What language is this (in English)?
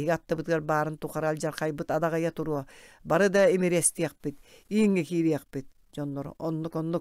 Yakut